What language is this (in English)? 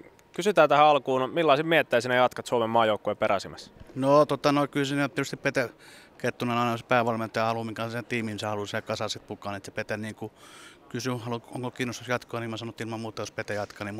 Finnish